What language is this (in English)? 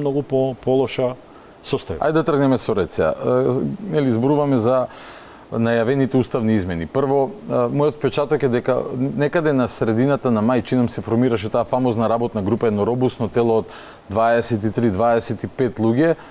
Macedonian